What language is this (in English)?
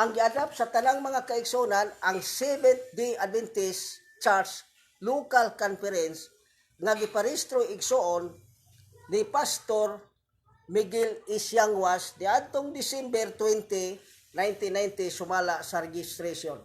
Cebuano